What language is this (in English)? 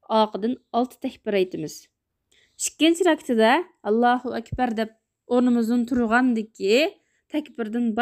Uyghur